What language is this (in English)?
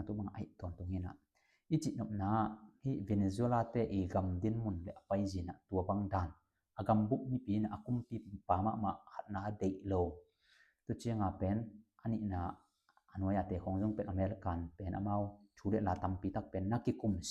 Tedim Chin